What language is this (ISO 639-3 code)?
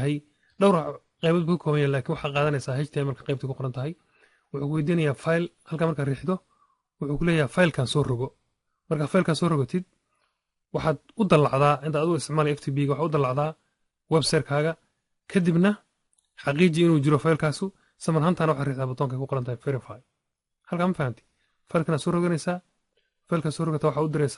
som